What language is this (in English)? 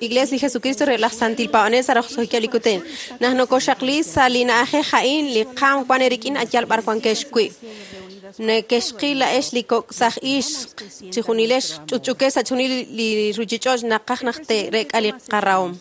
Kekchí